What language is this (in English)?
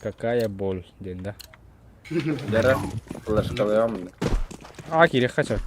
Yakut